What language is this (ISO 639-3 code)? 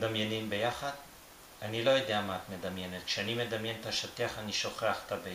heb